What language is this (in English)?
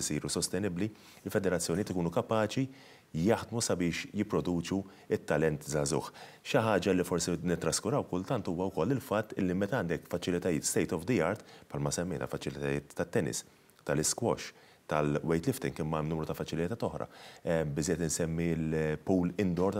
Maltese